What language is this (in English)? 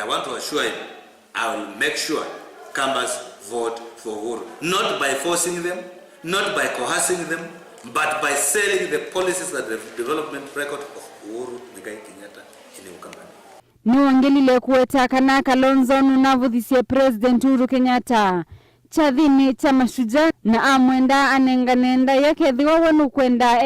Kamba